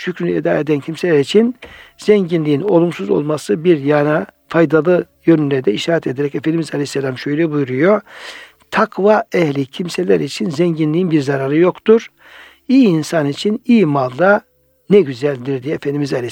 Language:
Turkish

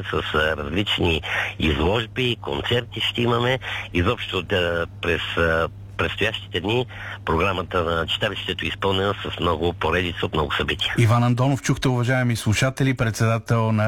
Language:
Bulgarian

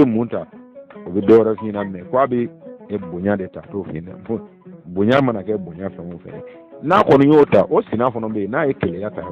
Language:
Bambara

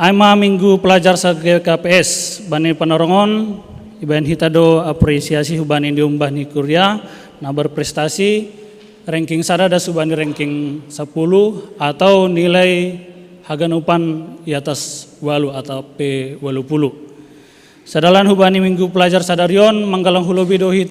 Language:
Batak Simalungun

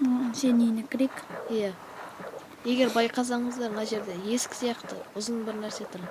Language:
Kazakh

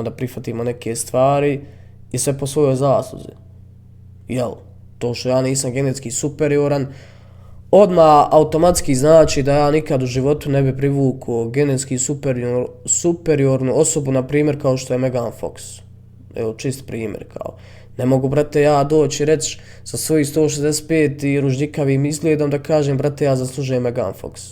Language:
Bosnian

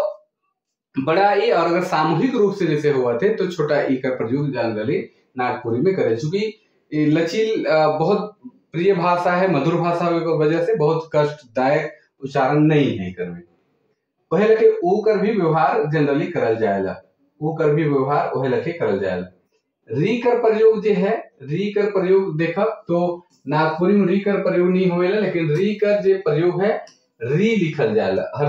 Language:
Sadri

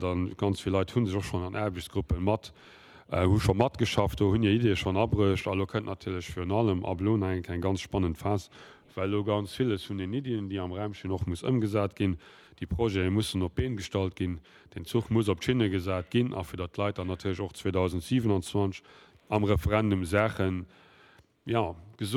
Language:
Luxembourgish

